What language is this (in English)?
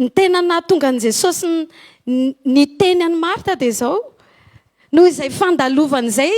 Malagasy